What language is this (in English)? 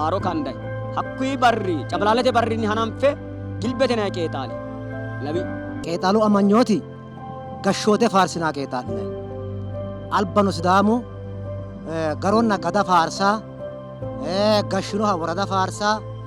Sidamo